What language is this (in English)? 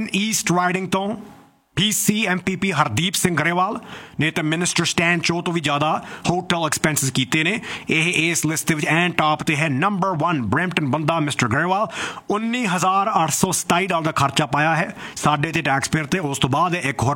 Punjabi